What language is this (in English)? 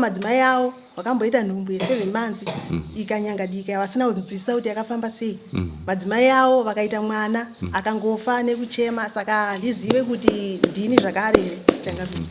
Shona